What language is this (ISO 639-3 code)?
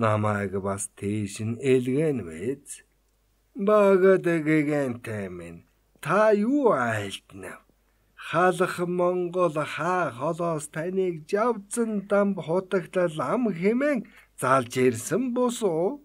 mon